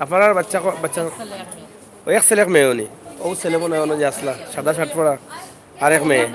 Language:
Sylheti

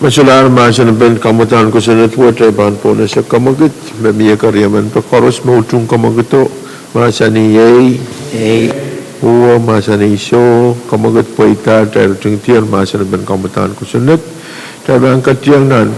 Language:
Pohnpeian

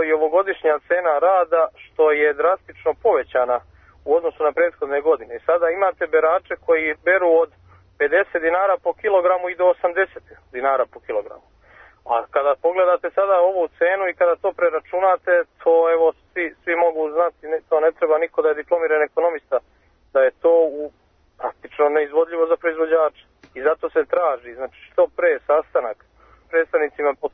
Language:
Serbian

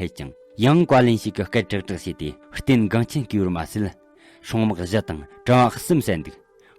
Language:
Tibetan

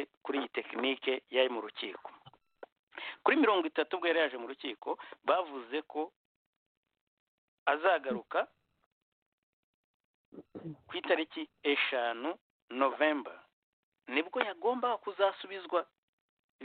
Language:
Kinyarwanda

